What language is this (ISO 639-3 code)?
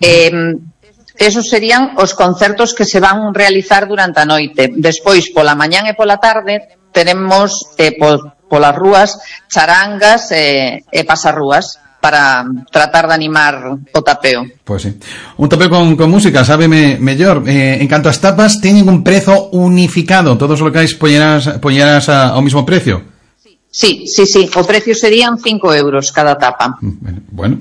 glg